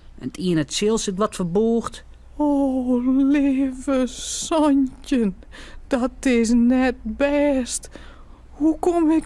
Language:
Western Frisian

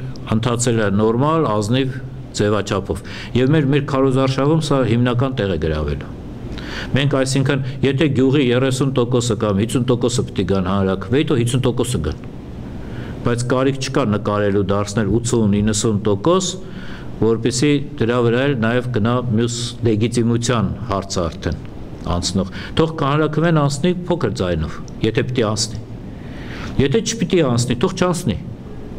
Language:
Western Armenian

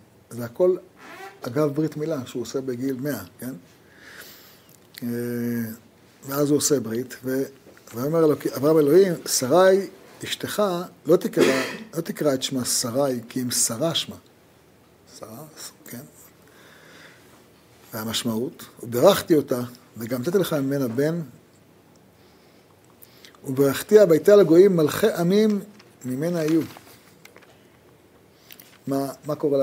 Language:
Hebrew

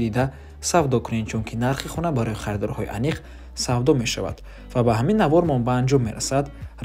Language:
Tajik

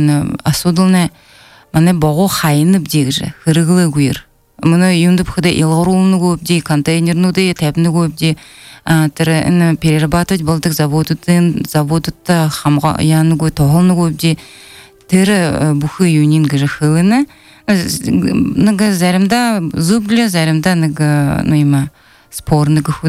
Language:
Belarusian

